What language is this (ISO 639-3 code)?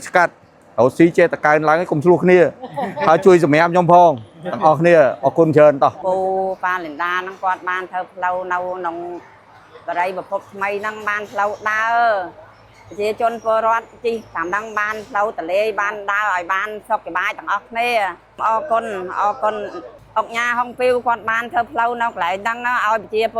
khm